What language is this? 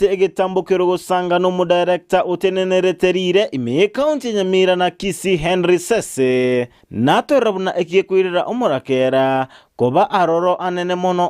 Gusii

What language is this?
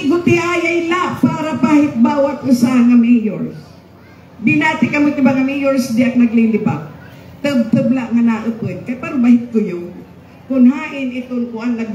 Waray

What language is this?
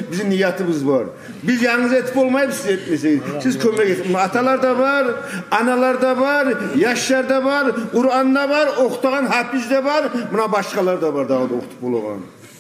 Kumyk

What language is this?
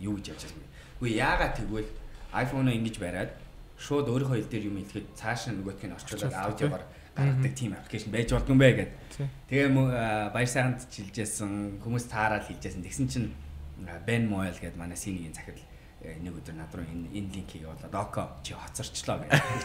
Mongolian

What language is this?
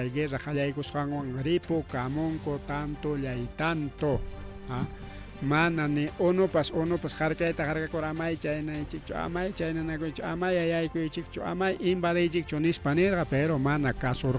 Ayacucho Quechua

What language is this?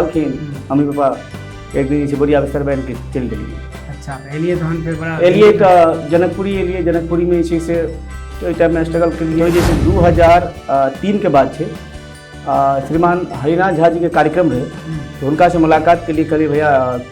Maithili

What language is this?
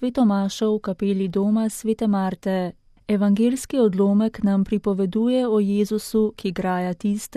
Slovenian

